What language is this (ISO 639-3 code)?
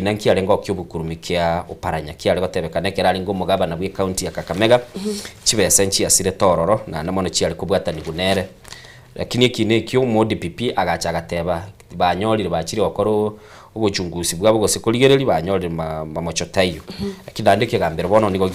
guz